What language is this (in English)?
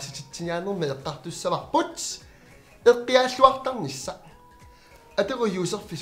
Kalaallisut